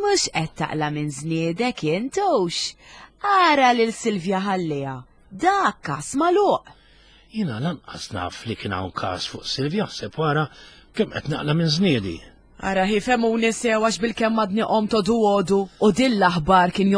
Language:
Maltese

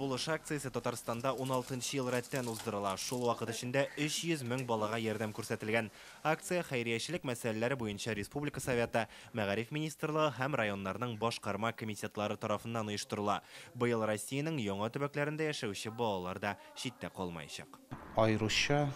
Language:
Tatar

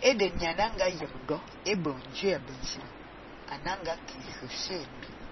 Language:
Fang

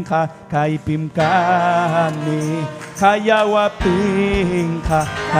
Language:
Ayacucho Quechua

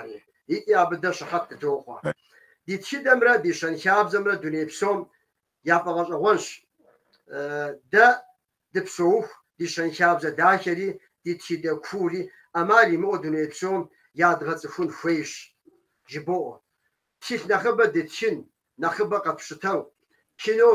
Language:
Kabardian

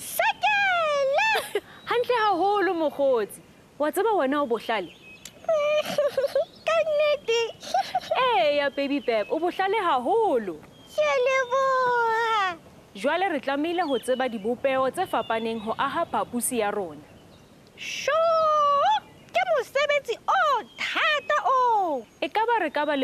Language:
Southern Sotho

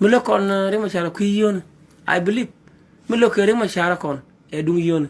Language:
Nuer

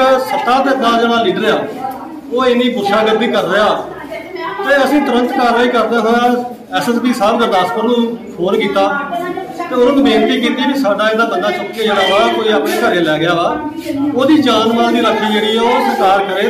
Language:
Punjabi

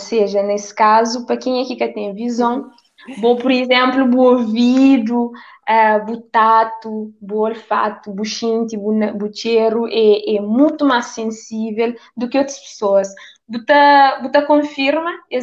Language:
Kabuverdianu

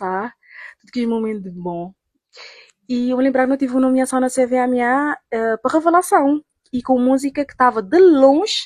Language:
Kabuverdianu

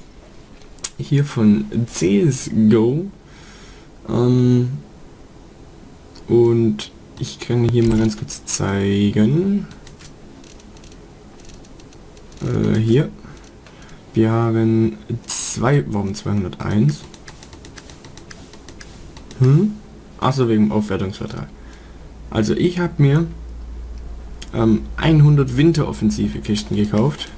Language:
German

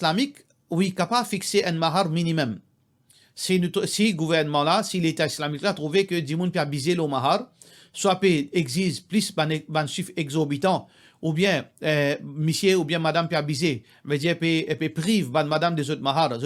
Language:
Morisyen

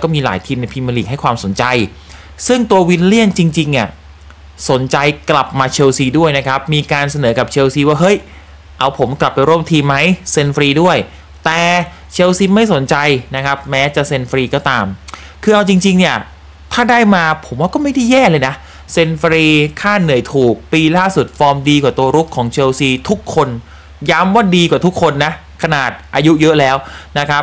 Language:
Thai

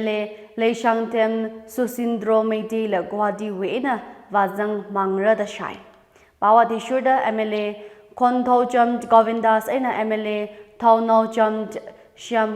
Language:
Tangkhul Naga (India)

